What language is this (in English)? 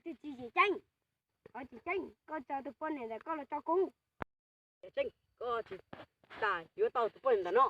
Hmong